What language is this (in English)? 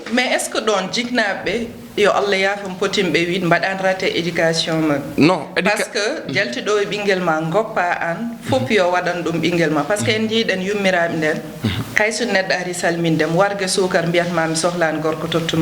Fula